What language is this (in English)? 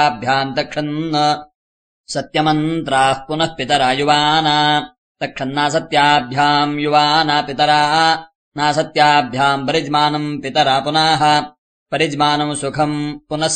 Sanskrit